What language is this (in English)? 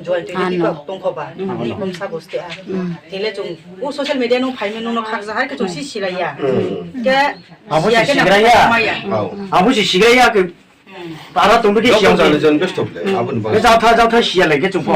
Riang (India)